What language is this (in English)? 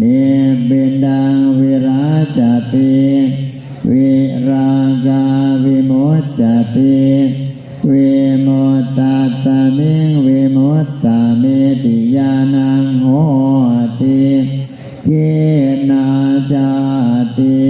Pali